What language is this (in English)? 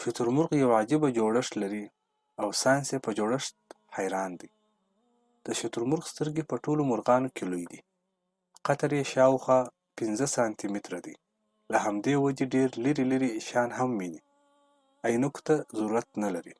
Pashto